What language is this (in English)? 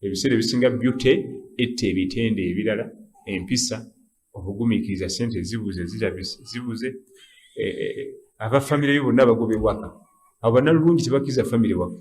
Ganda